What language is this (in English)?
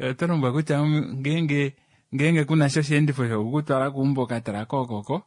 Kuanyama